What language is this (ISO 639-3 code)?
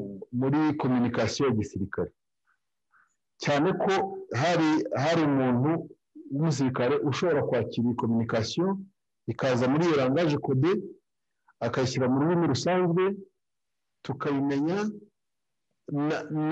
kin